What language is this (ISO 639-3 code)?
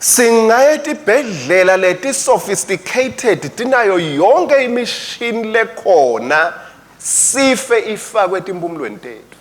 ssw